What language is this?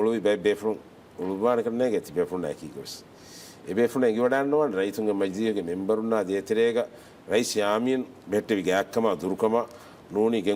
Divehi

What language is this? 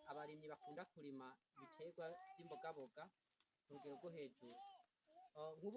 Rundi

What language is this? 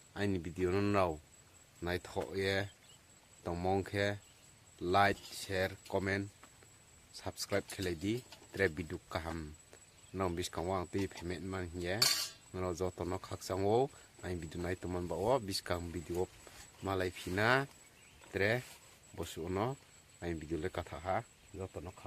Riang (India)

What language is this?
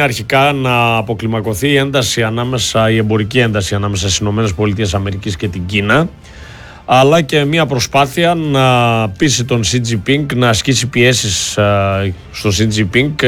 Greek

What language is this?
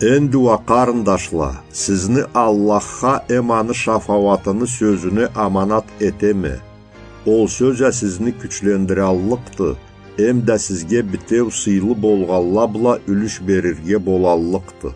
Karachay-Balkar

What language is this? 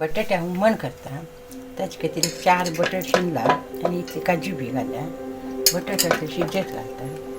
Konkani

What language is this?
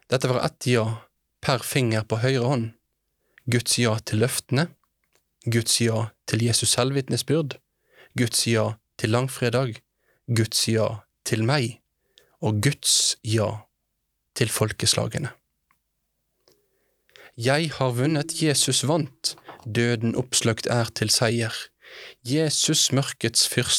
Norwegian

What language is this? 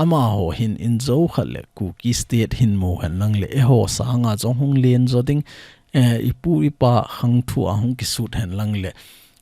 Thado Chin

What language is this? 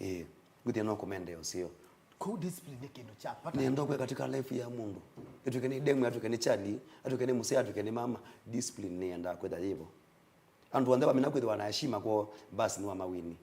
Kamba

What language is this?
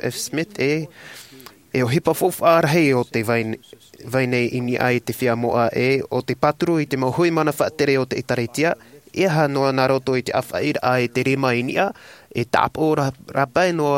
Tahitian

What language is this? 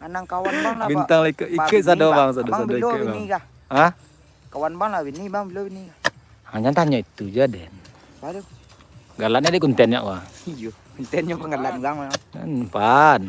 Minangkabau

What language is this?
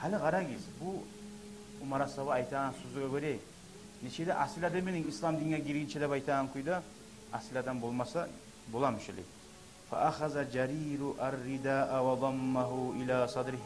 Kumyk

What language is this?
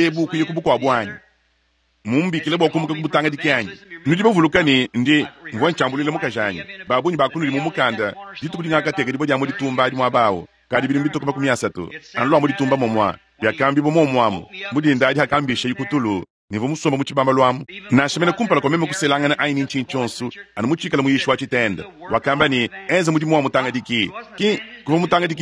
Luba-Lulua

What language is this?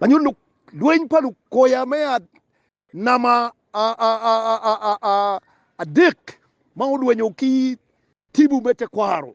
Acoli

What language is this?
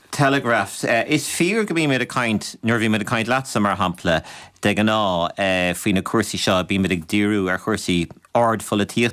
Irish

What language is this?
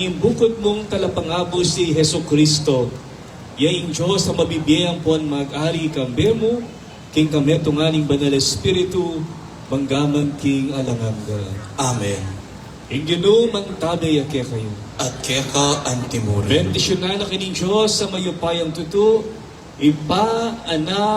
Pampanga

